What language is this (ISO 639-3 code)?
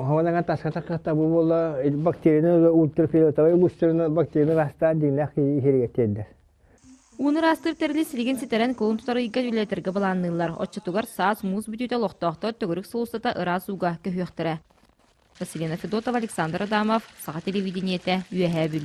sah